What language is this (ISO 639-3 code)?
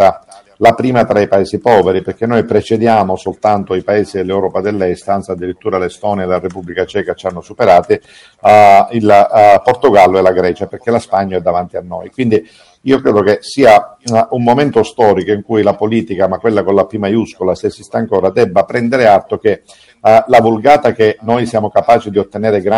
ita